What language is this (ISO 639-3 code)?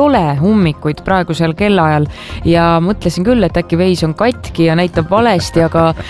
est